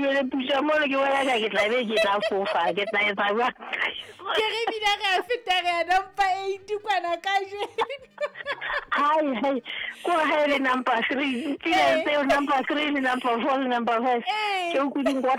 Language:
Southern Sotho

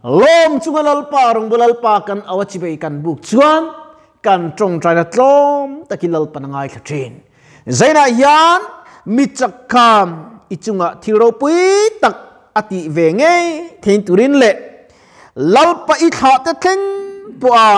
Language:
Mizo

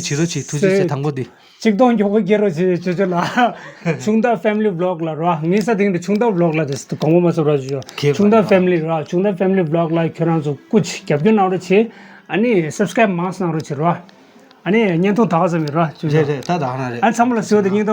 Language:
Tibetan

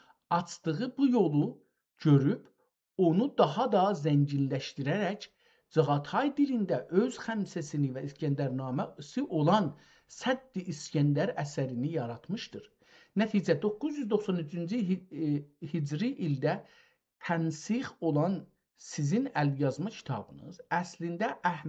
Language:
South Azerbaijani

